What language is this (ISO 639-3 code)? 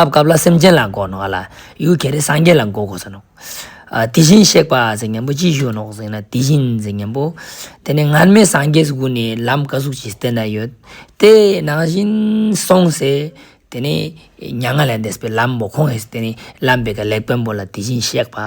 lbj